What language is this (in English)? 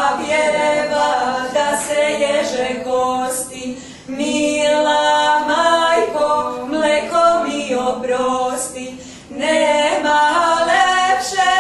Serbian